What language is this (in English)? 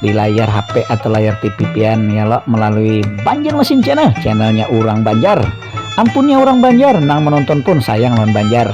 Banjar